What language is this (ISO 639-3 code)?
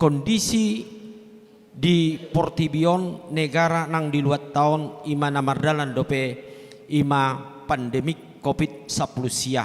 bbc